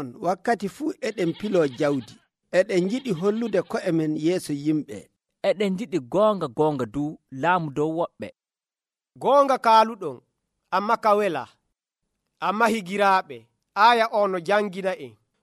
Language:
Nigerian Fulfulde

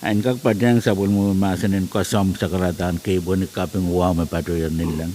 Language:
Pohnpeian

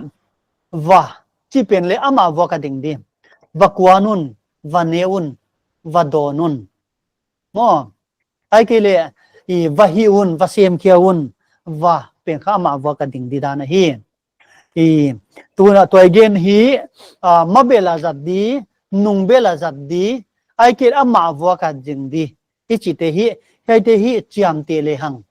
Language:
Paite Chin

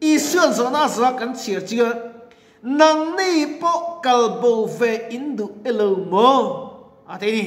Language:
Mizo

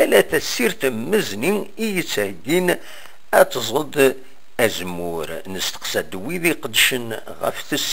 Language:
Kabyle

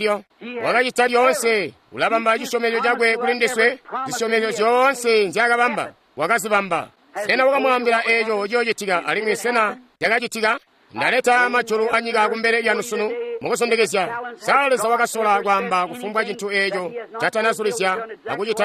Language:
Tonga (Zambia)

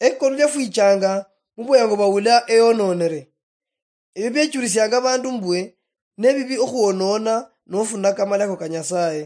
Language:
Luyia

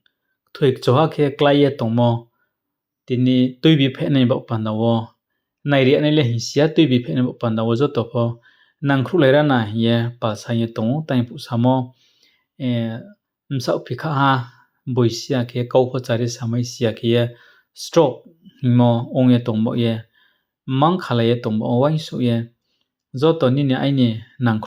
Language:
Riang (India)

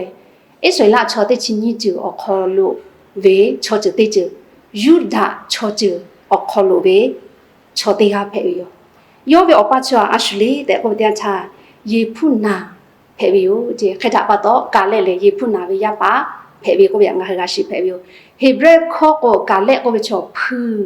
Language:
Lahu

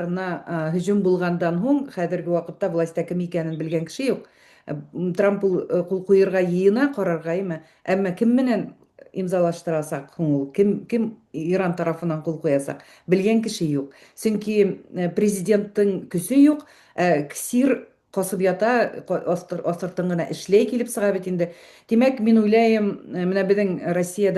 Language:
Bashkir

